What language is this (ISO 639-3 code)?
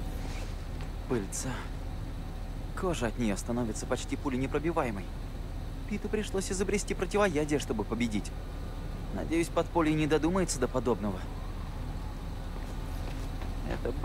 rus